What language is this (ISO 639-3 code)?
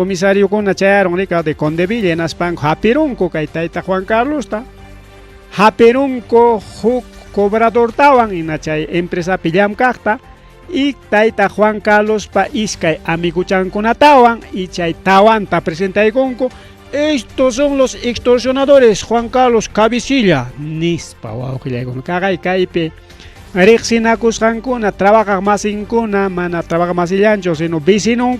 quy